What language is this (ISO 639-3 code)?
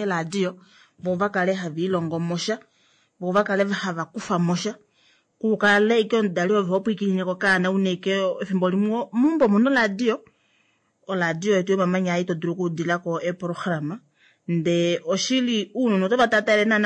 kua